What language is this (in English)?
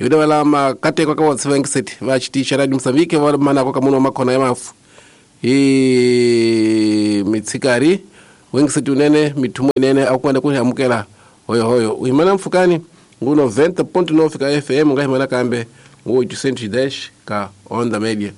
Tsonga